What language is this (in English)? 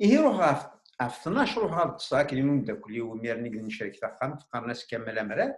Kabyle